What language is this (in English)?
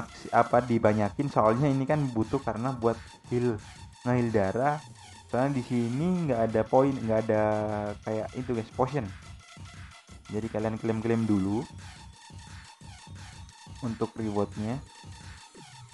Indonesian